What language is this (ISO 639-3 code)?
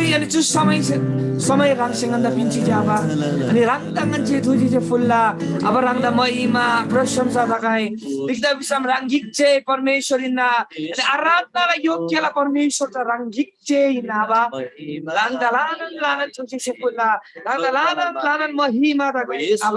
taj